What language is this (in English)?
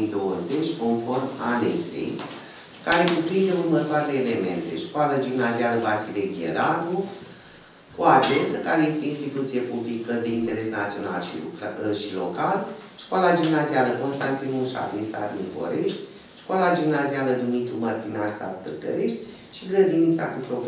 Romanian